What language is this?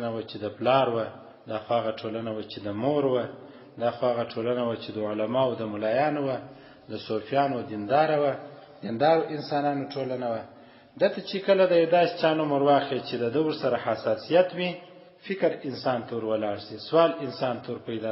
Pashto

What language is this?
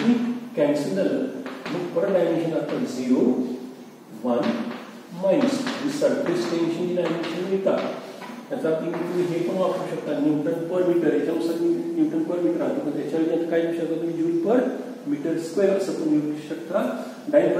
Marathi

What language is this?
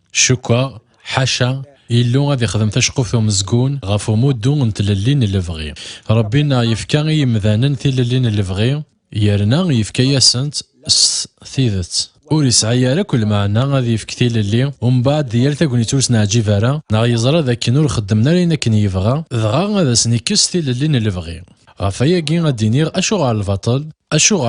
Kabyle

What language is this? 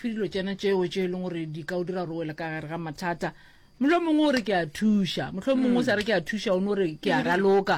Northern Sotho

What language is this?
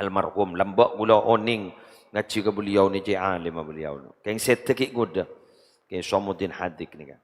Madurese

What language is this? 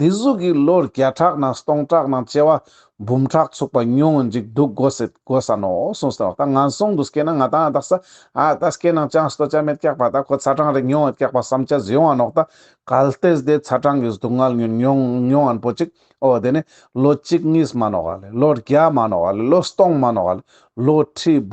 Ladakhi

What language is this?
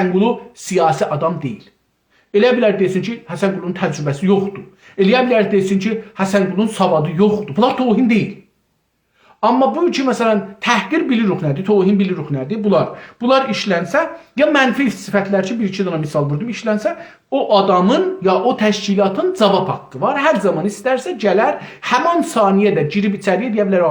South Azerbaijani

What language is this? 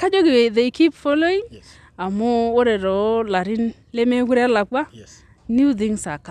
Masai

